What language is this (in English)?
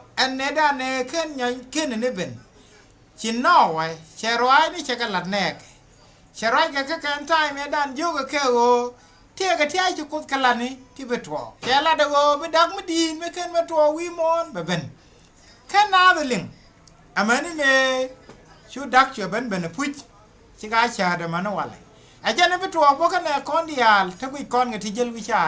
Nuer